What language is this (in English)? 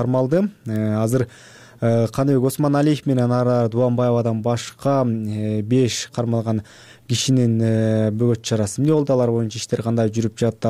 Kyrgyz